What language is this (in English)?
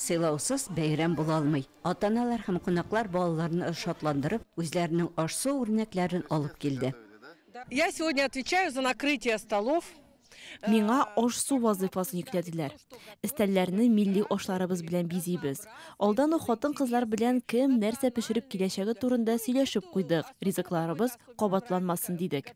Tatar